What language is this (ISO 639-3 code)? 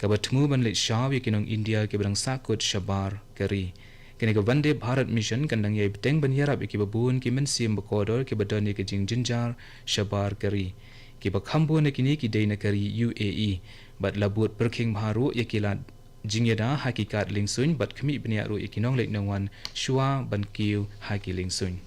kha